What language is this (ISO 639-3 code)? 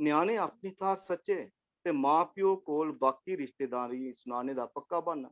doi